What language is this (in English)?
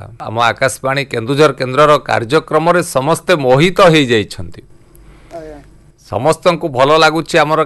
Odia